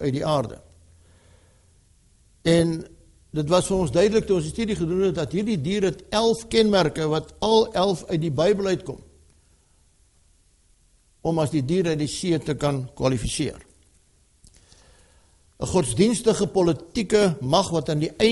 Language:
Afrikaans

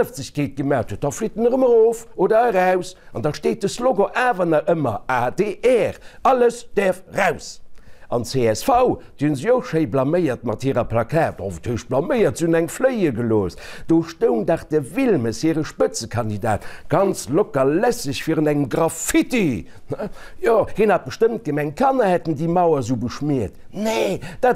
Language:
Luxembourgish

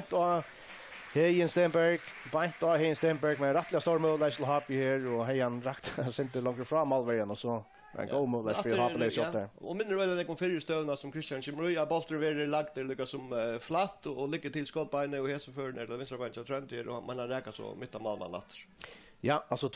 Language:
Faroese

